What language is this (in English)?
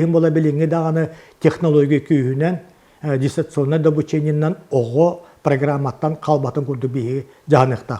Yakut